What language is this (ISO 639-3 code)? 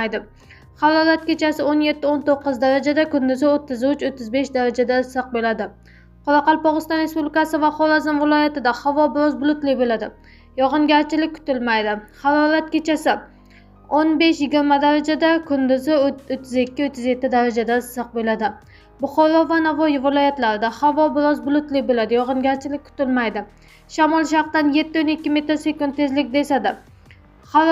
uzb